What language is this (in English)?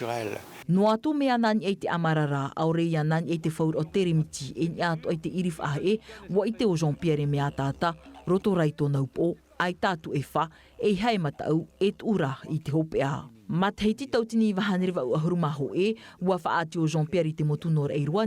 Tahitian